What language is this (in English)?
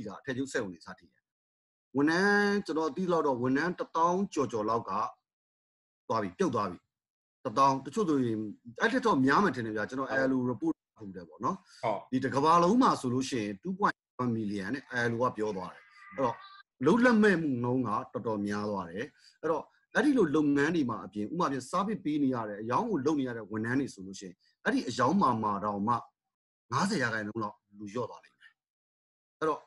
Burmese